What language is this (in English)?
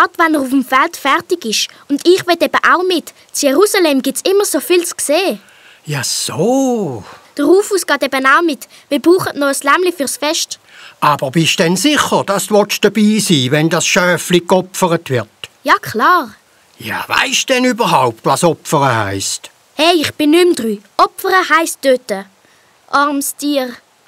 Swiss German